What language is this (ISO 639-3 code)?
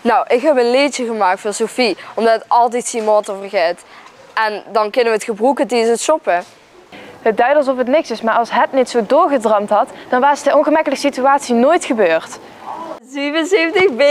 lim